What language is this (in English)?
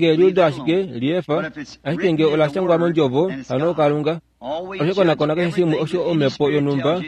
Kuanyama